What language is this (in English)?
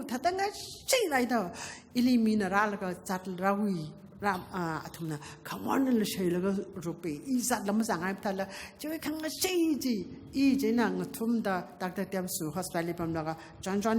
Tangkhul Naga (India)